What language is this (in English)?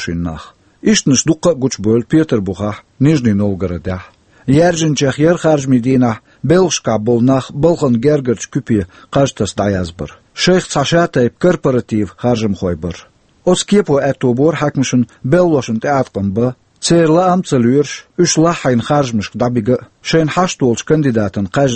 Chechen